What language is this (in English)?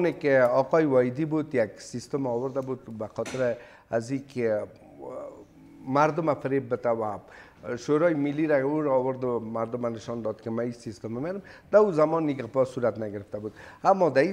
Persian